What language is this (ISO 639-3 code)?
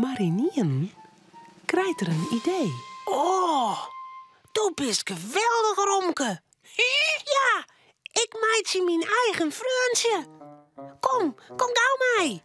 fry